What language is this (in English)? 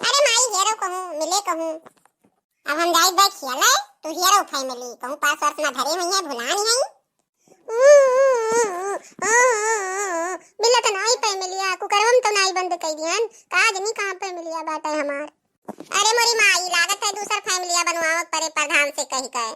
Awadhi